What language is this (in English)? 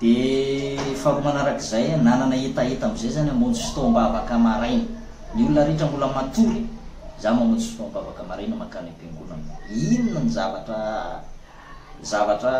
Malagasy